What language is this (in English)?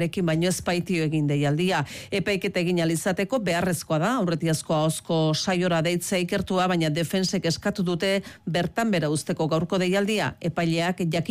Basque